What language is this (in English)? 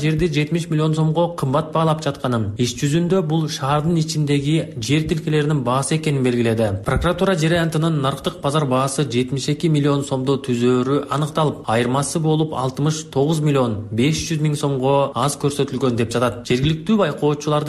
Kyrgyz